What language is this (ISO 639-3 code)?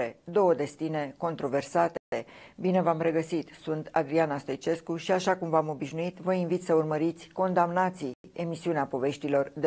ron